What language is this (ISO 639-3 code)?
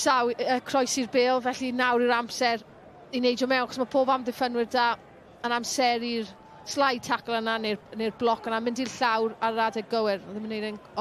cym